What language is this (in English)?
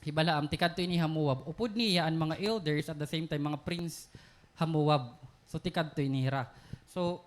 Waray